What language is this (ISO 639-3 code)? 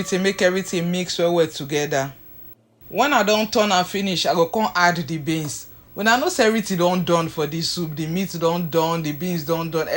pcm